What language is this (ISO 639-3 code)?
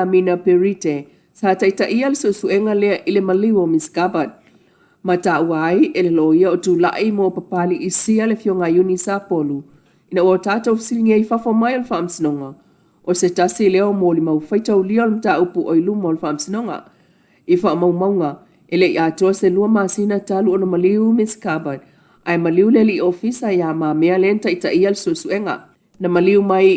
smo